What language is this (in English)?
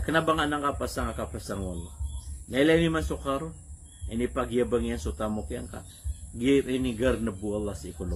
Maranao